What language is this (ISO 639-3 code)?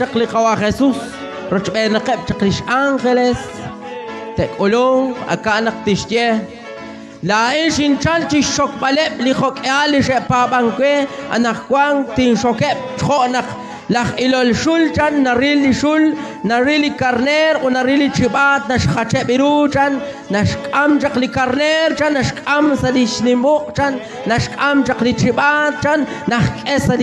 kek